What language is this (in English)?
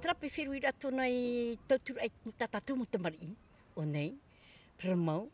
Tahitian